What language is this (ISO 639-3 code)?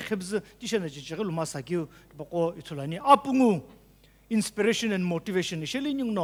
nsm